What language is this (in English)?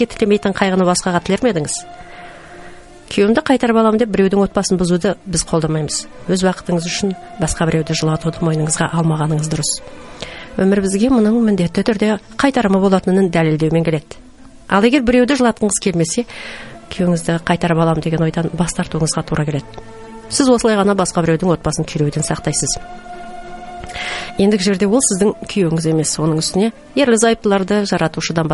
Kazakh